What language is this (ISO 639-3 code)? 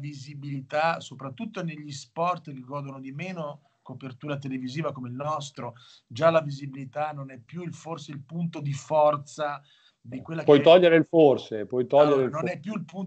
ita